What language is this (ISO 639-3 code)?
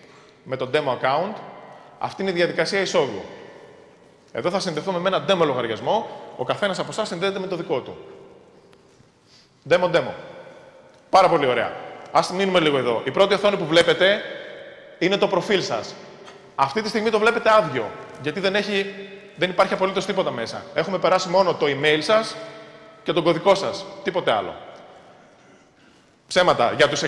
ell